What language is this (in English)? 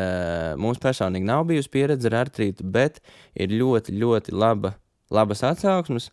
Latvian